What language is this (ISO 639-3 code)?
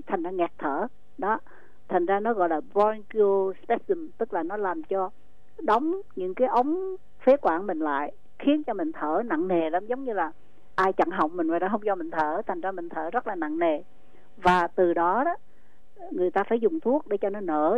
vie